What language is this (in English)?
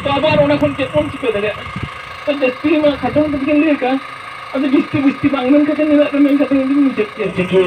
Santali